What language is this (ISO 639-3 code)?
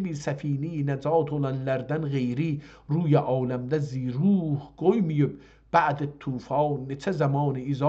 azb